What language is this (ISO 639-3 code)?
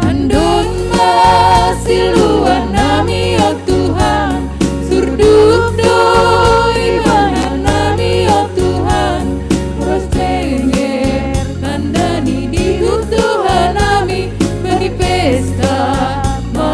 bts